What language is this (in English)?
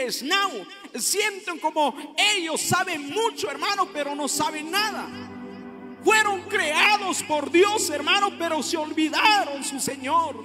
Kekchí